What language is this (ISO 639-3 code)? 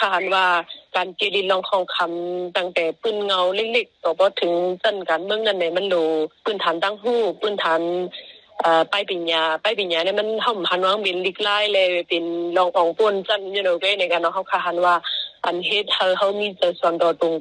shn